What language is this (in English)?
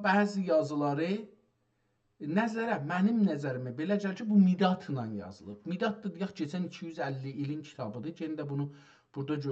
South Azerbaijani